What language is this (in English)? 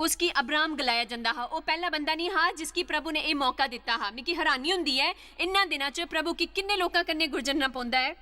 Dogri